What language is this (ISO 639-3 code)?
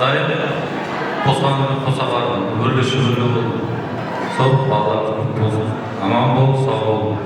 kaa